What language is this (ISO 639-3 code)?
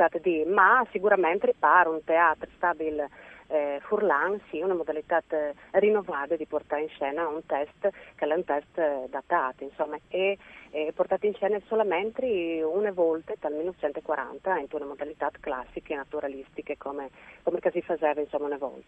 fur